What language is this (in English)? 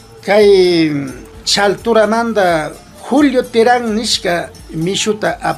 Imbabura Highland Quichua